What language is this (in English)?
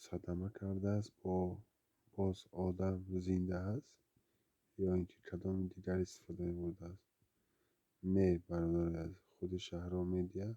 Tajik